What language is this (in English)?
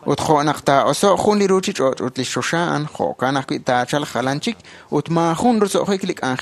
Kekchí